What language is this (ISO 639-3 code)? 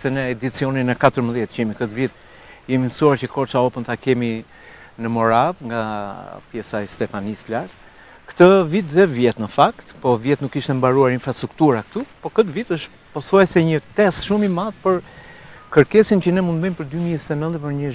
sqi